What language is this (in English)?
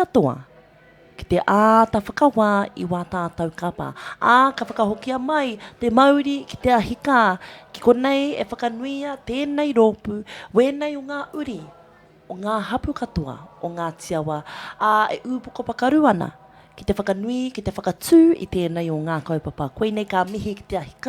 Māori